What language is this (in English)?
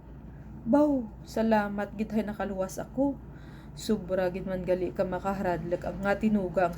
Kinaray-a